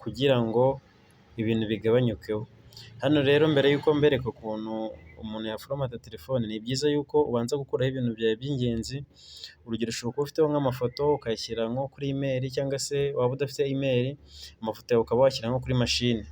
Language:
Kinyarwanda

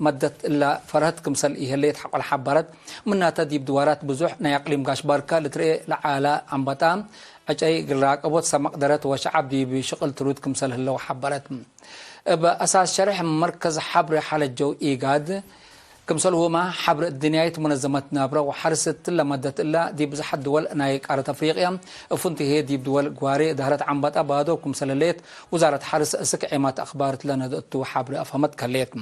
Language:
Tigre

